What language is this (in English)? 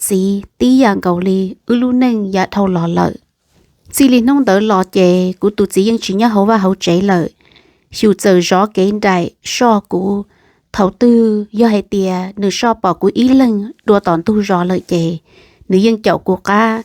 Hmong